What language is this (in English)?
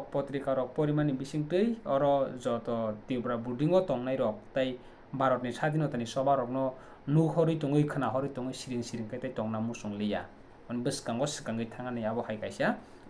Kok Borok